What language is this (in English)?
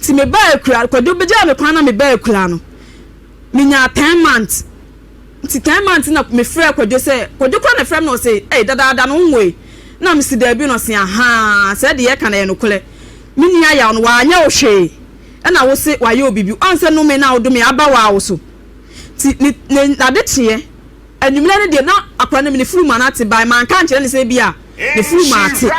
Akan